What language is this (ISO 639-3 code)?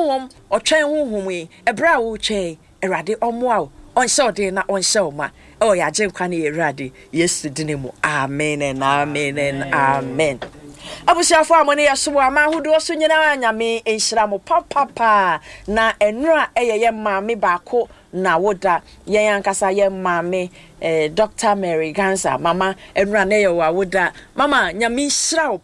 aka